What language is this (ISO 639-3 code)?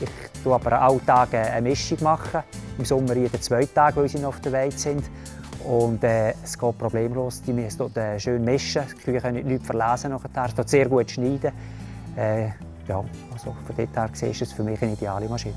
gsw